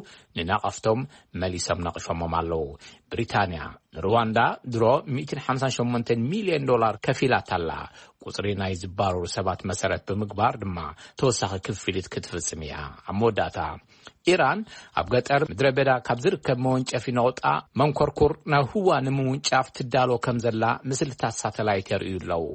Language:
Tigrinya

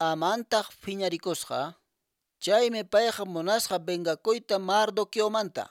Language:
Quechua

